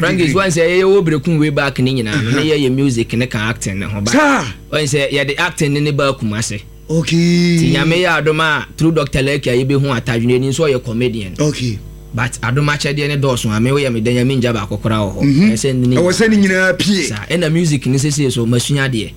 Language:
Akan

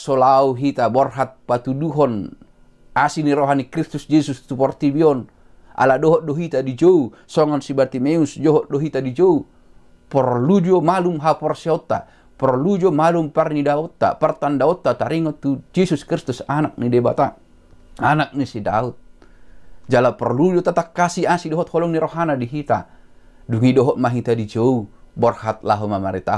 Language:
Batak Toba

